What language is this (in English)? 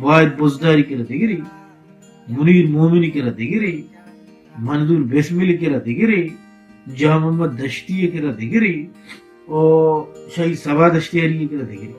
Baluchi